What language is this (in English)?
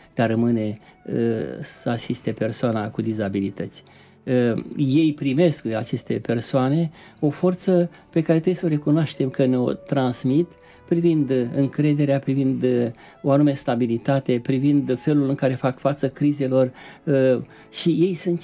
Romanian